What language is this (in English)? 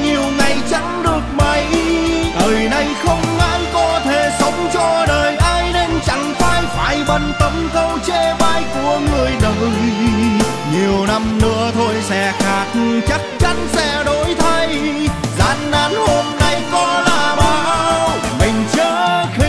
Vietnamese